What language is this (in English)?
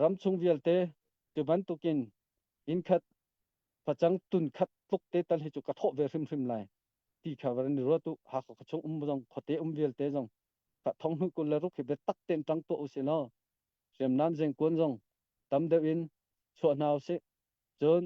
Hakha Chin